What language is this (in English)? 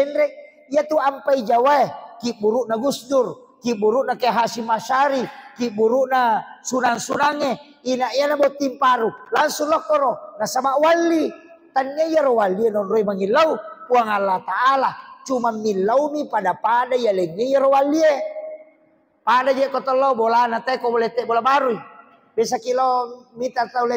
Buginese